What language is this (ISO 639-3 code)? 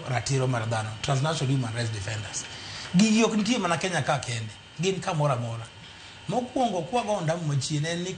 luo